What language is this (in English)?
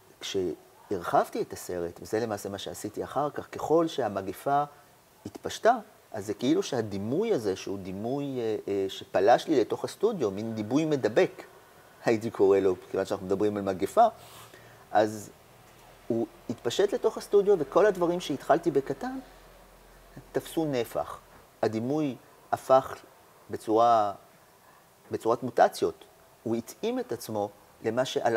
Hebrew